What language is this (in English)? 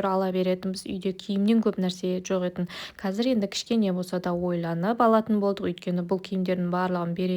Kazakh